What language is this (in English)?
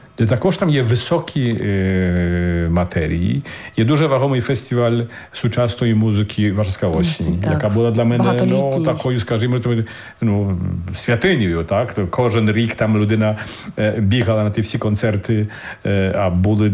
Ukrainian